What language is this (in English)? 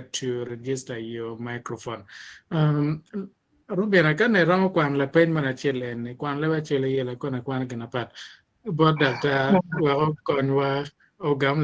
Acoli